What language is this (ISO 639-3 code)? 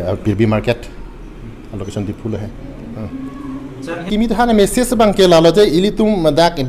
mjw